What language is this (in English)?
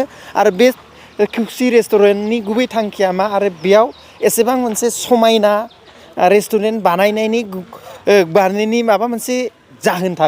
Bodo